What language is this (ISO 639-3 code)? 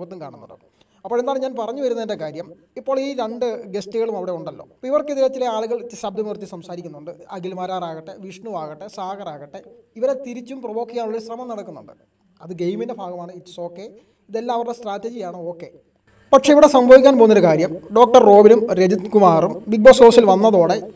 mal